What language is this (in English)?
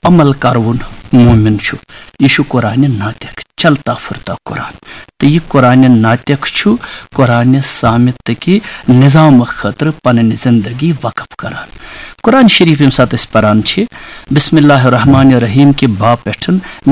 Kashmiri